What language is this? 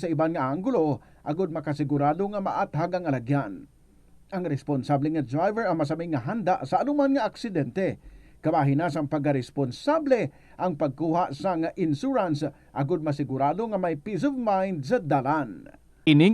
Hiligaynon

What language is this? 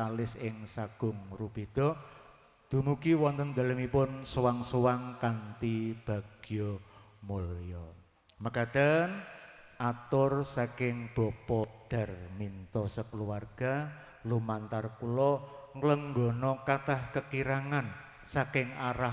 Javanese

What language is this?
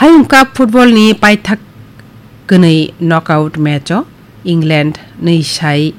Kok Borok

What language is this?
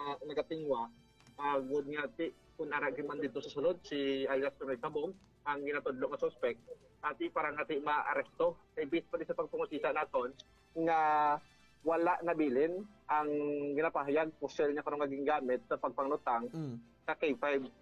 Hiligaynon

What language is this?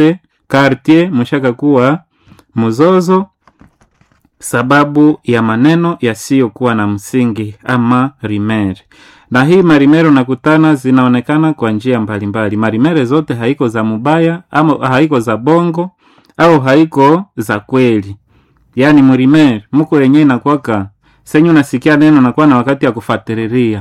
Swahili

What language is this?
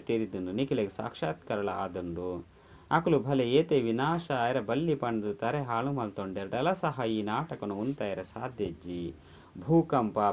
Tulu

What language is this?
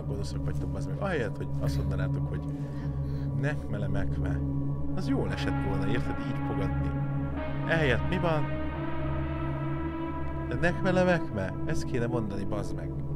Hungarian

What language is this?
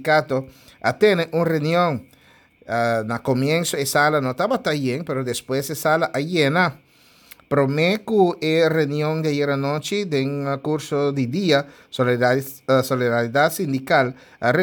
Papiamento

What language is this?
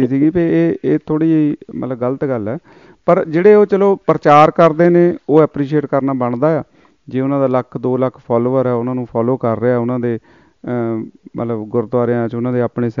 Punjabi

